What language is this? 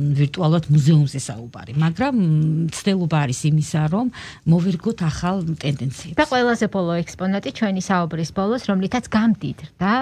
Georgian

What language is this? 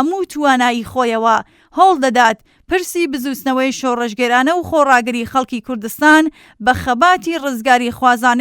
Central Kurdish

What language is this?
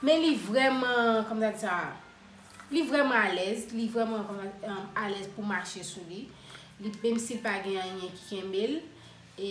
Haitian Creole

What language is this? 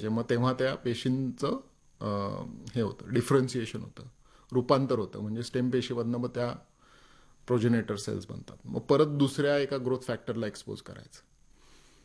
Marathi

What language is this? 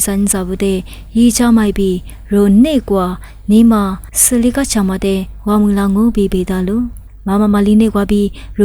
Lisu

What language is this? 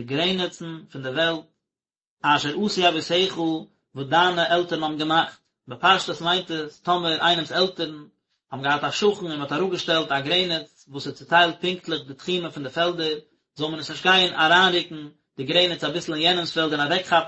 Yiddish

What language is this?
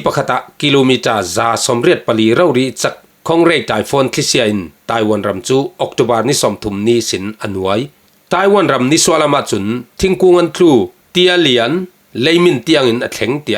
Falam Chin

